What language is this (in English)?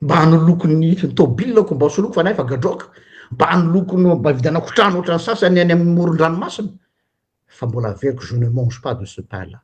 Malagasy